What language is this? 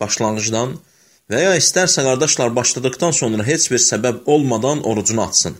Azerbaijani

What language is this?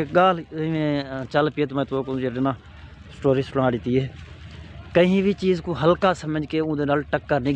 Saraiki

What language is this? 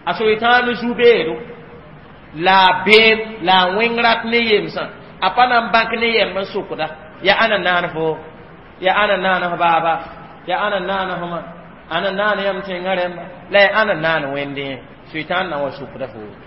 Mossi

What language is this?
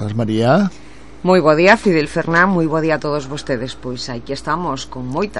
Galician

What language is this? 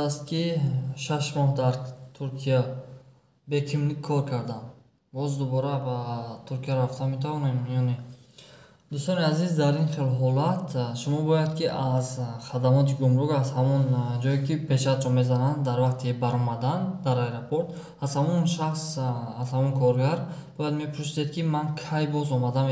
Tajik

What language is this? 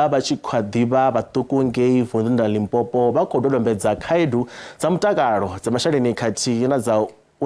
Venda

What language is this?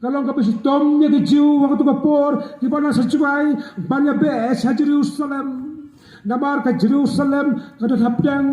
Khasi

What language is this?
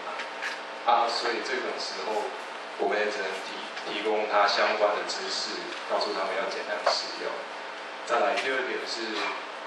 Chinese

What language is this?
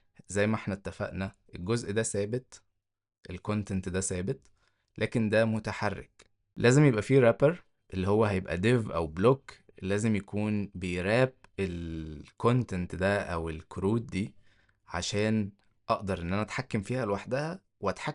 Egyptian Arabic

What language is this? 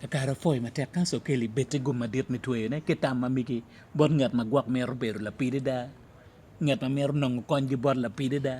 Acoli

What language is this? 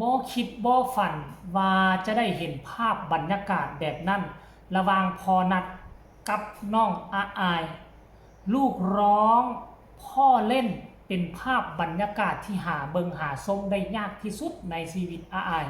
Northeastern Thai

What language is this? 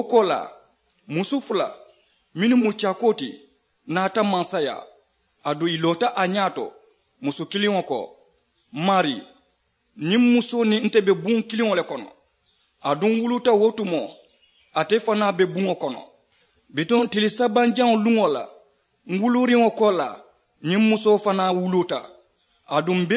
Mandingo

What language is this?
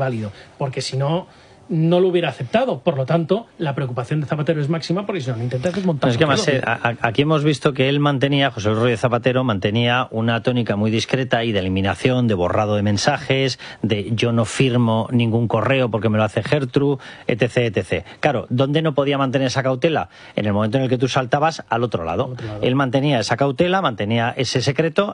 Spanish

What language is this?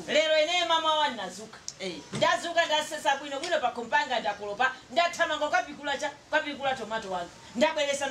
Nyanja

